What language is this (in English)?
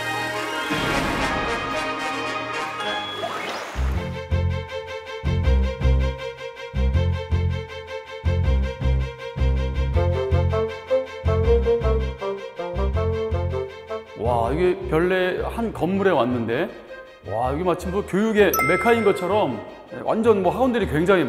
Korean